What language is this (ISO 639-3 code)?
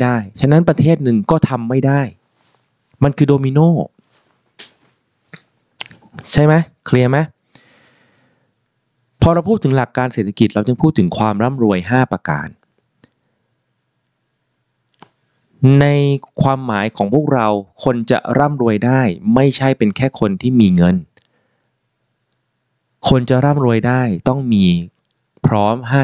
tha